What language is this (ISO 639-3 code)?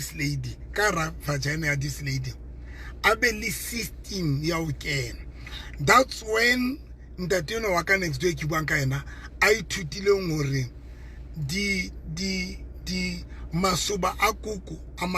sot